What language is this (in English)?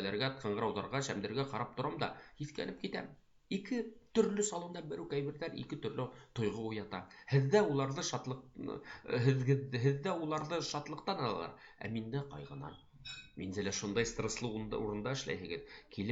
Bashkir